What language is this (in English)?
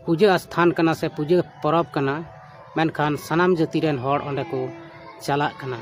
Santali